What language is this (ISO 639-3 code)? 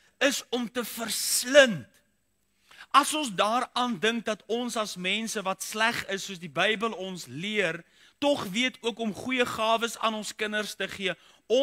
afr